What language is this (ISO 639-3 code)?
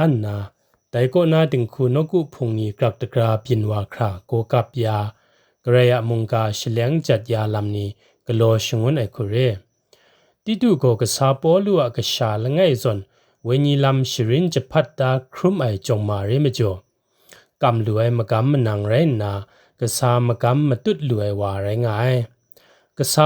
kac